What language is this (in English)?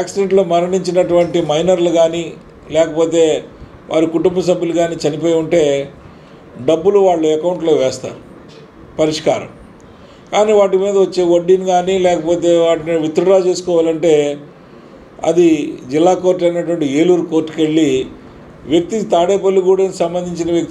Telugu